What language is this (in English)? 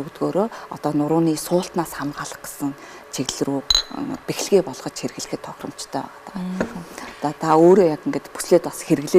Mongolian